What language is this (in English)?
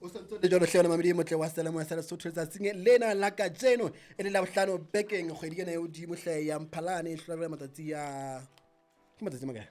Southern Sotho